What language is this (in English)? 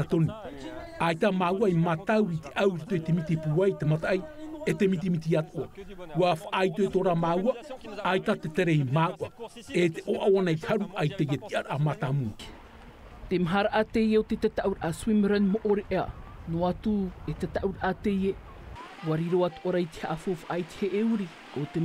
Tahitian